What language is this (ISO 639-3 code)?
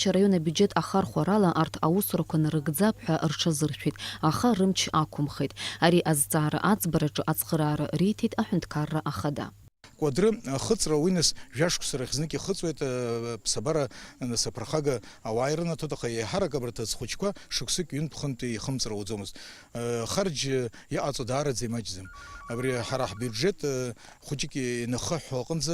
abk